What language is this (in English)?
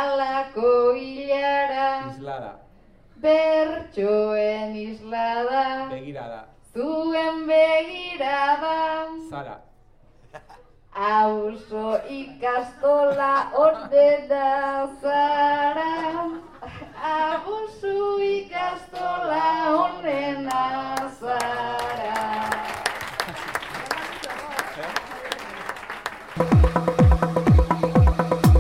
Basque